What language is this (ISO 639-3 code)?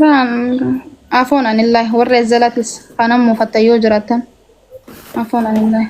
orm